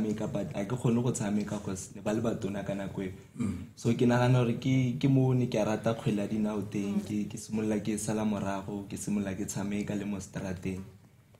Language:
Tswana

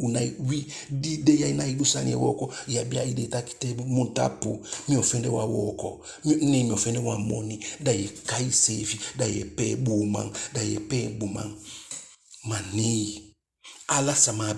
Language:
Eastern Maroon Creole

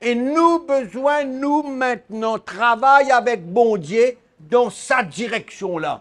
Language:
Morisyen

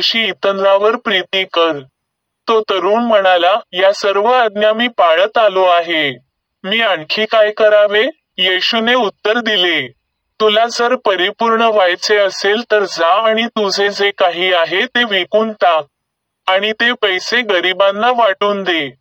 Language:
Marathi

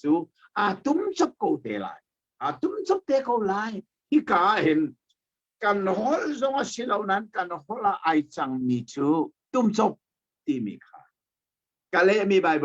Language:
Hakha Chin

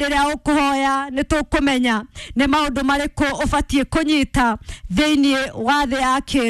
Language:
Kikuyu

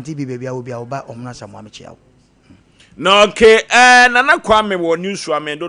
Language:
Akan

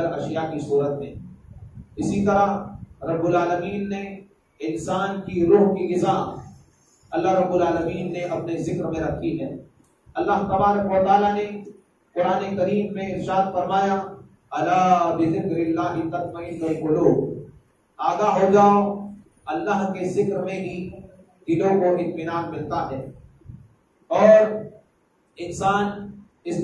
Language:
Urdu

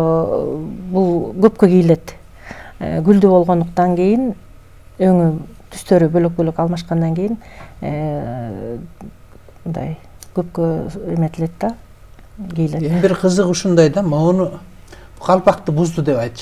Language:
Kyrgyz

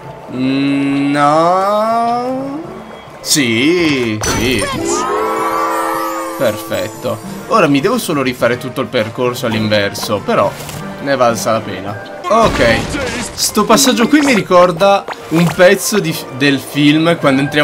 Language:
Italian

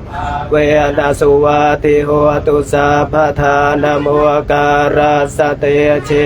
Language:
Pali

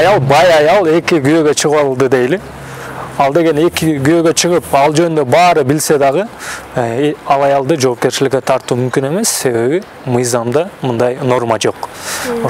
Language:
Kyrgyz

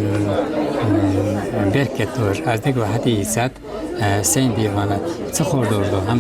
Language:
Ingush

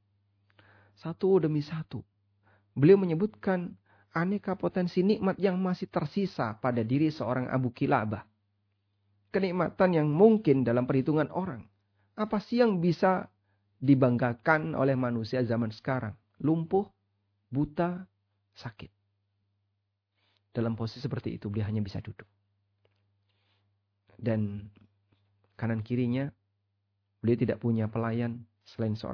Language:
Indonesian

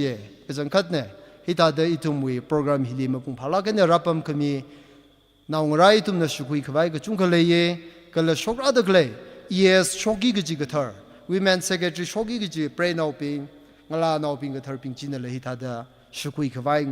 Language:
Tangkhul Naga (India)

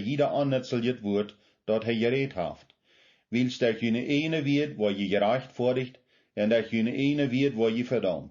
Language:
Plautdietsch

